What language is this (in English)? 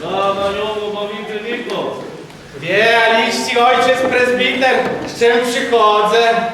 Rusyn